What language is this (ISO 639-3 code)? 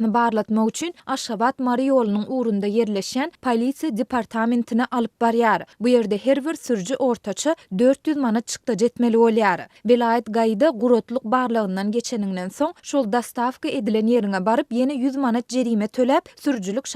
tuk